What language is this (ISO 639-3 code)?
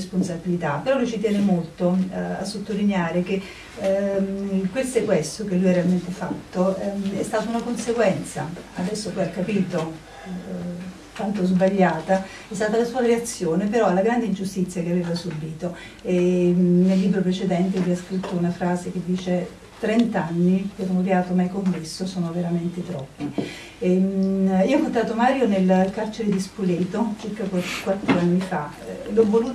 ita